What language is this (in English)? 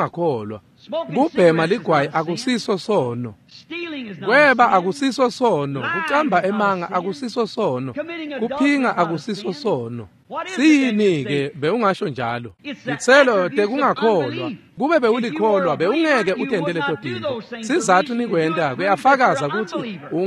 Swati